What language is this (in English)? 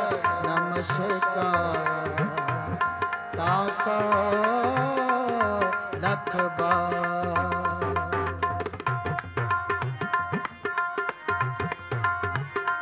Punjabi